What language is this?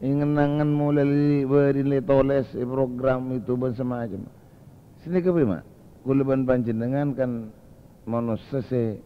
Madurese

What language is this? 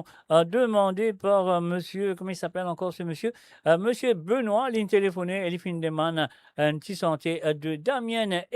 Morisyen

